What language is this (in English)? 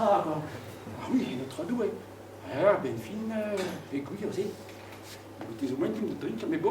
Breton